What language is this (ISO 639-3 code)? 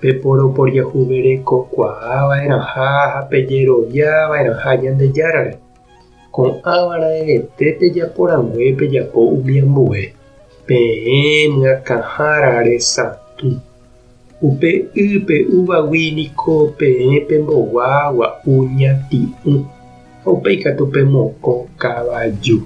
grn